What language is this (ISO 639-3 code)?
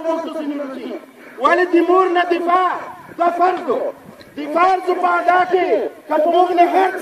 pus